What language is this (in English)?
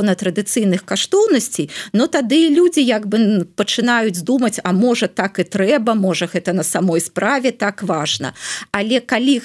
Belarusian